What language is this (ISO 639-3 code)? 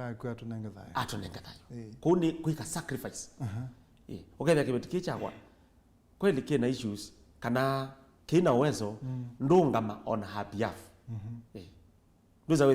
kam